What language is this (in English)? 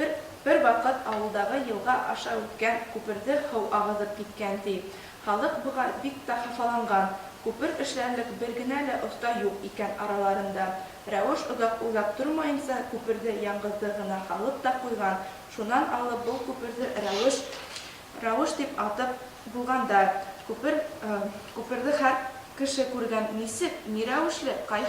Bashkir